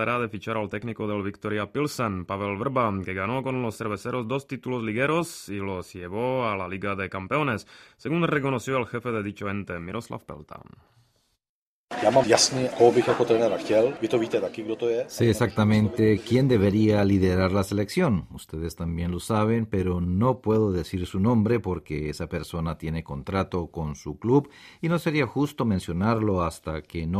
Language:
Spanish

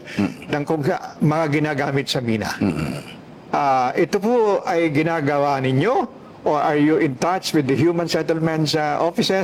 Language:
Filipino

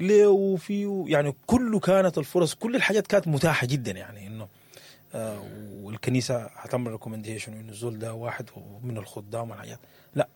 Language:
Sudanese Arabic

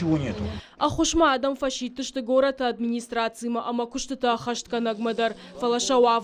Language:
Ossetic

